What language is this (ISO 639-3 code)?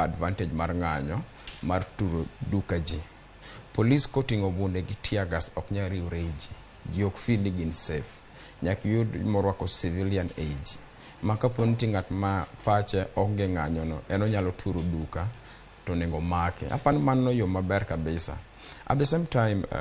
luo